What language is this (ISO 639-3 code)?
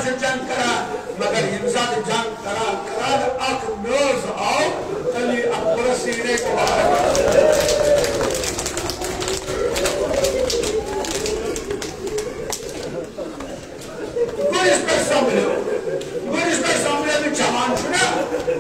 kas